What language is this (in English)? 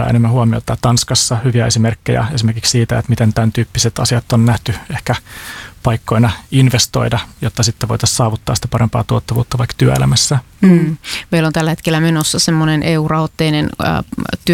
Finnish